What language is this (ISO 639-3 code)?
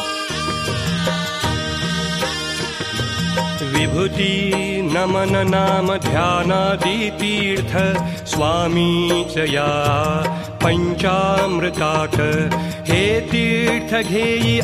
mar